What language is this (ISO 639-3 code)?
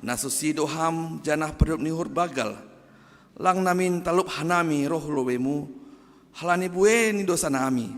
bts